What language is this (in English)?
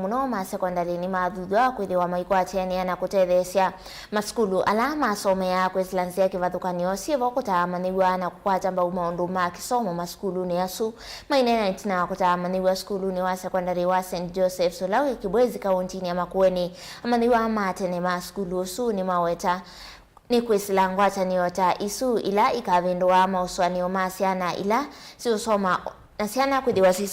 Kamba